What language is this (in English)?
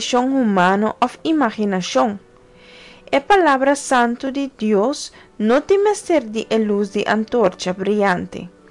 Papiamento